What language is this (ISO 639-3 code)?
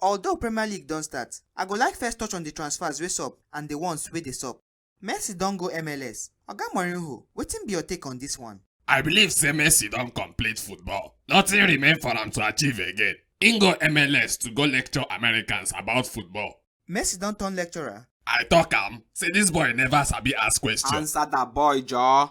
pcm